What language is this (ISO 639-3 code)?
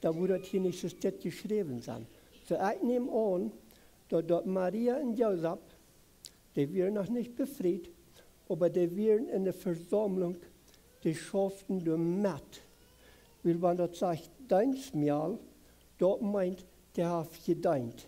pdt